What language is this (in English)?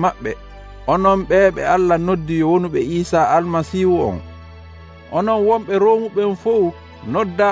Nigerian Fulfulde